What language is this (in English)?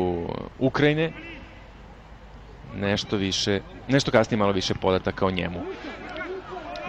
Serbian